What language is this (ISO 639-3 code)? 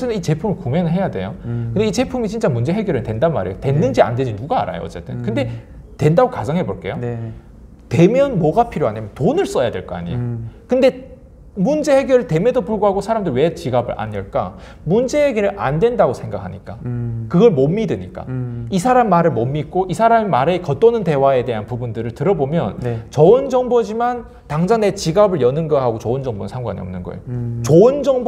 kor